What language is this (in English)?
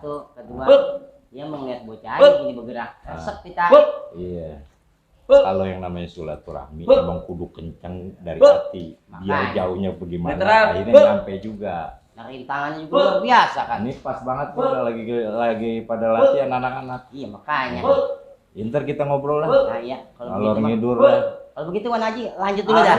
Betawi